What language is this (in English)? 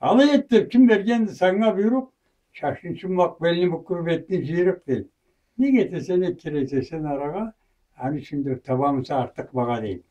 Karachay-Balkar